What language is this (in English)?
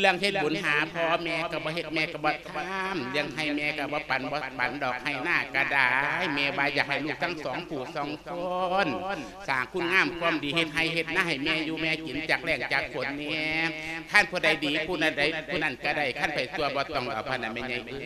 Lao